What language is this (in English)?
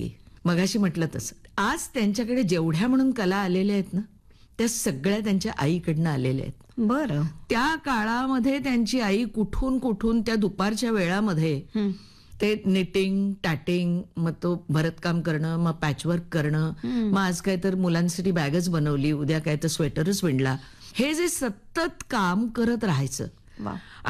Marathi